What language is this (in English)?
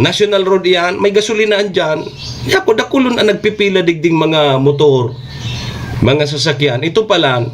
Bikol